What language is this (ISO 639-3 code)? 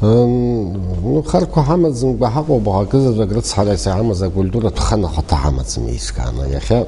abk